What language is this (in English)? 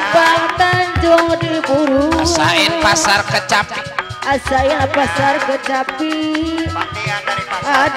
Betawi